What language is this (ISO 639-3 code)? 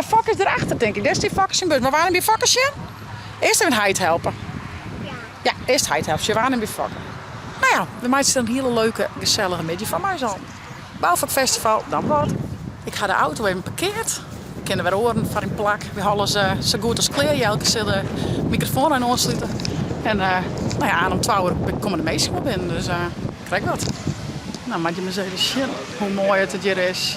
fry